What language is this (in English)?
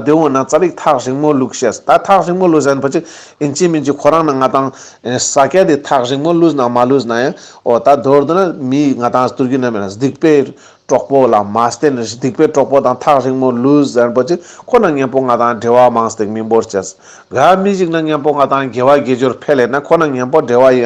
Ladakhi